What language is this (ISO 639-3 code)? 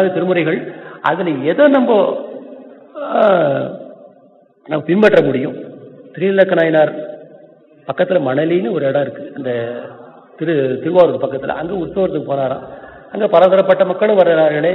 tam